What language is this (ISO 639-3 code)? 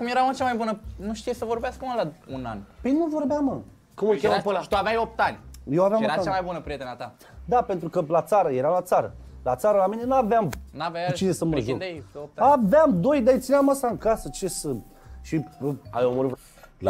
ron